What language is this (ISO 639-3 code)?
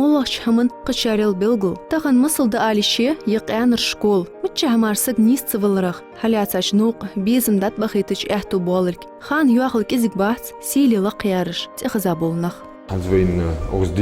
inh